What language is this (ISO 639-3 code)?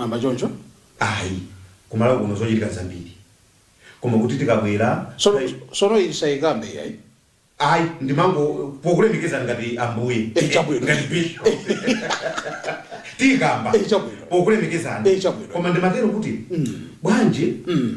nya